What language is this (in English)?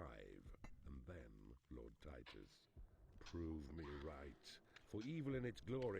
Bavarian